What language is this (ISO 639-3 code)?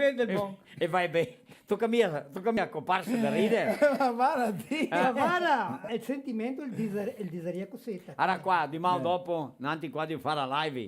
vec